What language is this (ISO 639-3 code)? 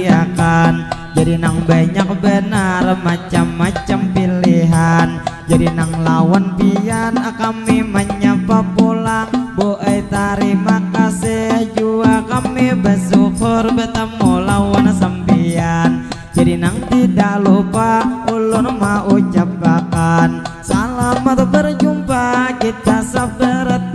bjn